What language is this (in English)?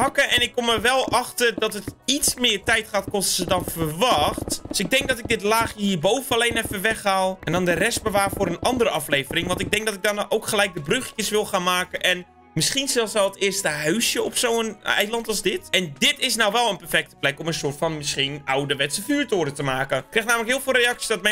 Dutch